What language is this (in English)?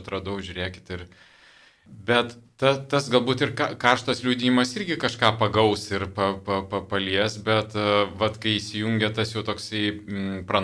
Lithuanian